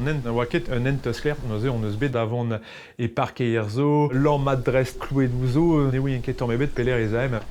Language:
Breton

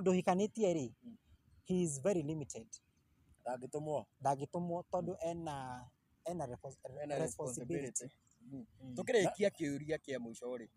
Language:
Kikuyu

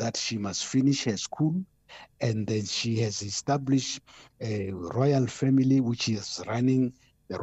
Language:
English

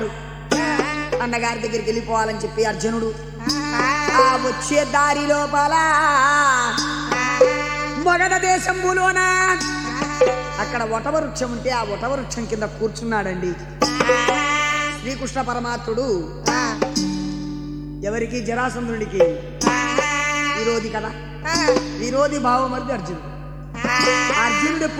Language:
Telugu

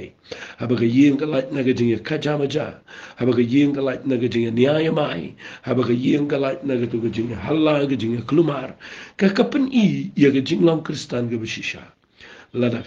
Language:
Khasi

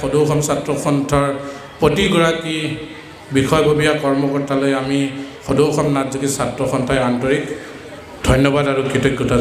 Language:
Assamese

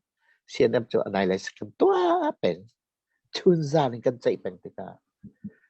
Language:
Hakha Chin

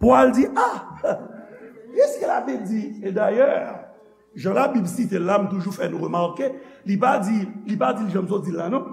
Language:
Haitian Creole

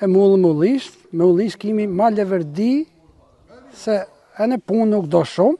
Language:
Albanian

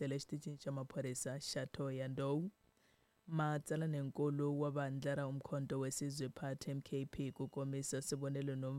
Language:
Tsonga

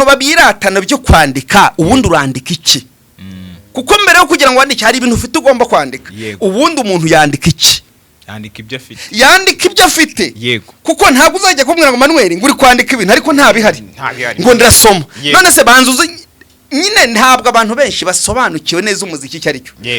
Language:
Kinyarwanda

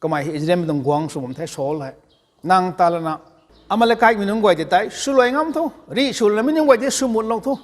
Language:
Rongmei Naga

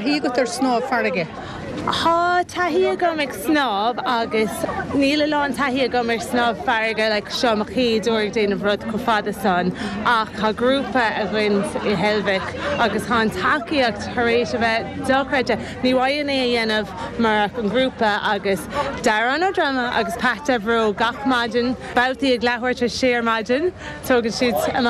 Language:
Irish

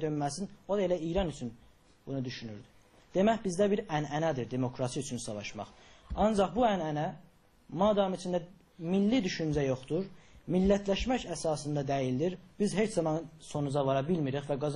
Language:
South Azerbaijani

